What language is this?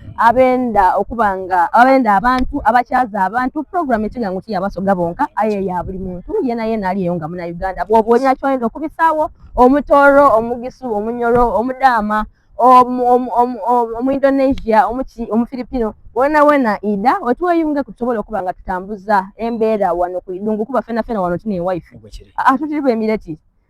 Soga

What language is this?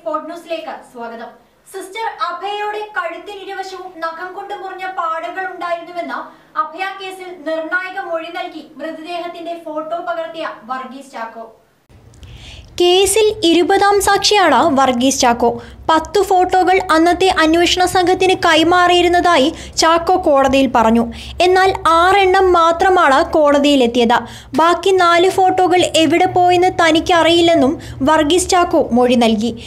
Malayalam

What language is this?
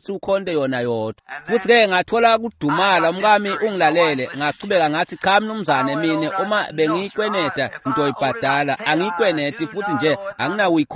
Swati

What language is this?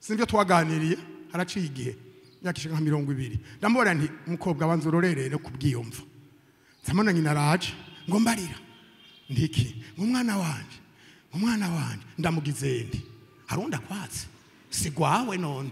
Rundi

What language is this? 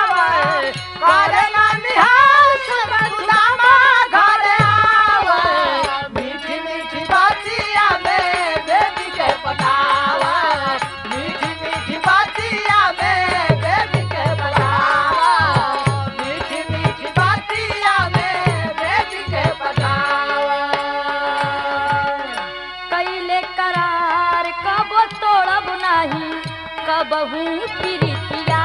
Bhojpuri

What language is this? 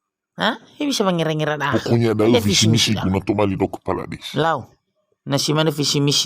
Nias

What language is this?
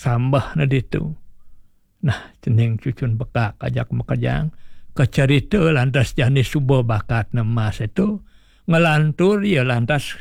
Balinese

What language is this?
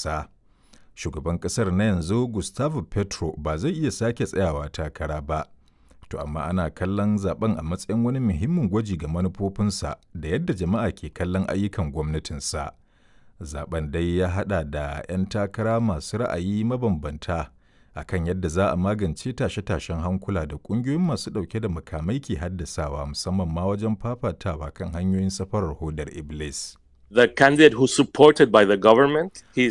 Hausa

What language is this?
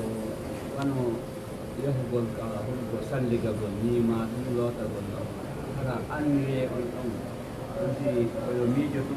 Pular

